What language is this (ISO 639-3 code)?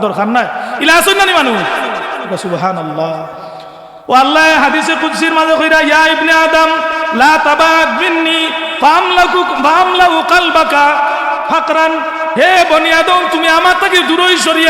syl